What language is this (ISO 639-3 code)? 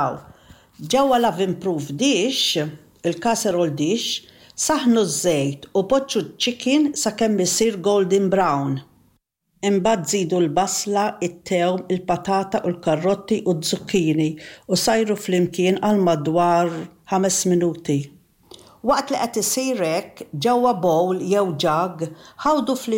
mlt